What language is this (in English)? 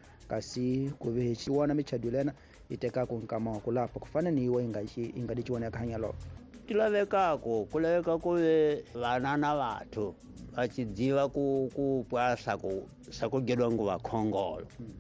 Tsonga